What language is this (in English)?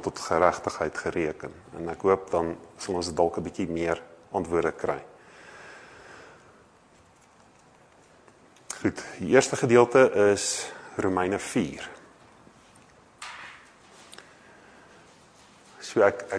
Afrikaans